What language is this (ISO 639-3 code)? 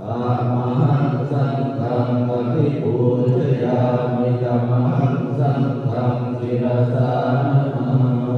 pli